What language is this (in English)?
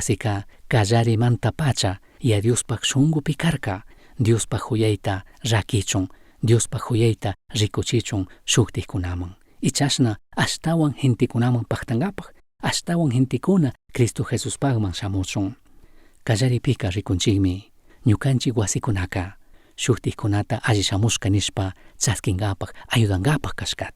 Chimborazo Highland Quichua